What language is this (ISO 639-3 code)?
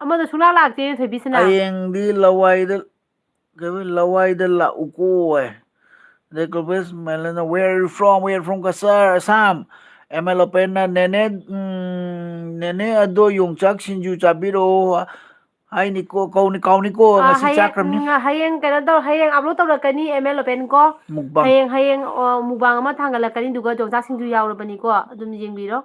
mni